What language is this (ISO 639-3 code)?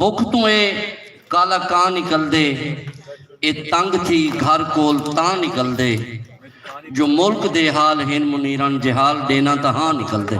skr